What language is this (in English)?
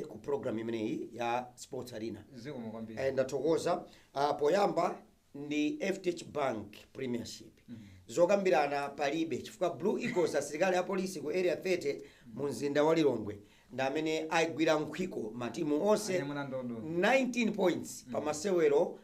Nyanja